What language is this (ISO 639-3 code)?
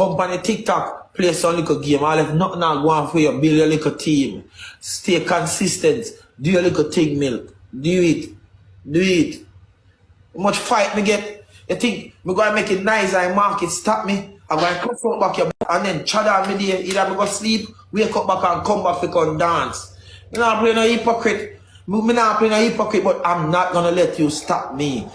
jam